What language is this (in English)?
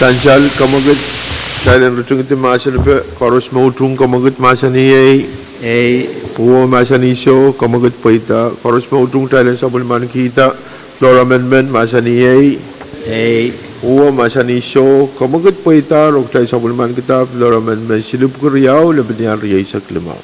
Pohnpeian